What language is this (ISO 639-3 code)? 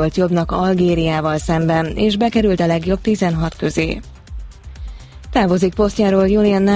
hun